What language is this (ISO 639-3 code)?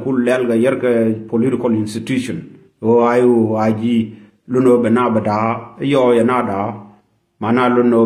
nus